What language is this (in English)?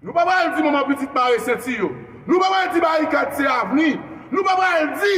Haitian Creole